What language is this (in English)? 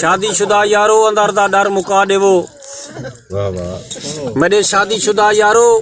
Saraiki